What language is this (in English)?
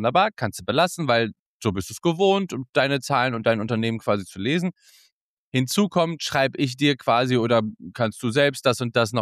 German